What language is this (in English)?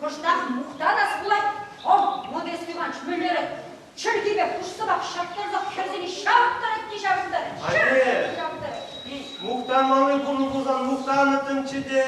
Chuvash